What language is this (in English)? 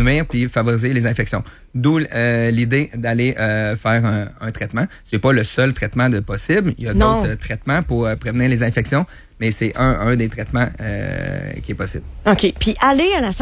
French